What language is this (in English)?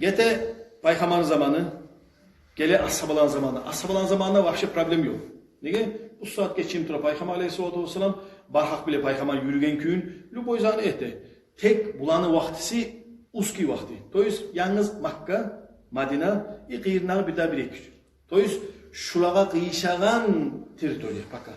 Kumyk